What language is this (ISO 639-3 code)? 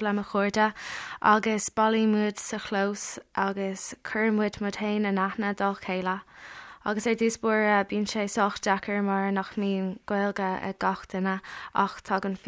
gle